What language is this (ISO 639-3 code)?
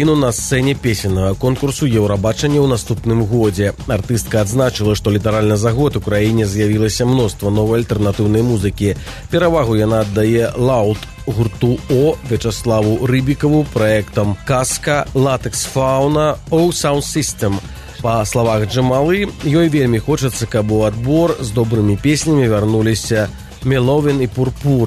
bel